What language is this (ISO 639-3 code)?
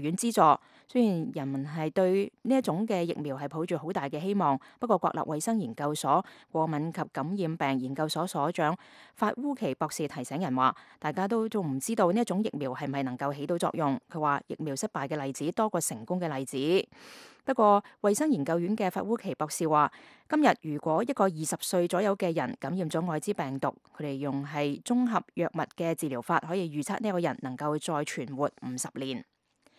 yue